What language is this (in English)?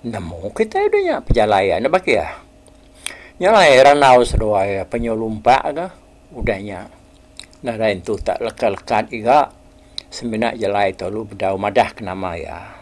Iban